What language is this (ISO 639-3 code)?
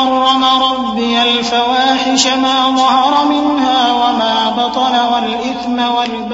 urd